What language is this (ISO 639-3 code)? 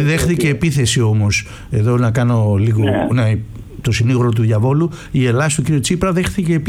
ell